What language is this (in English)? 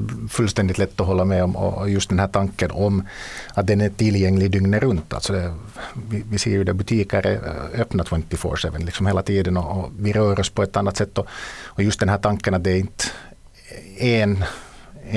Swedish